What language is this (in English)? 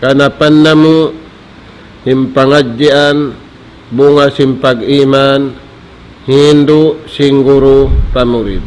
Tausug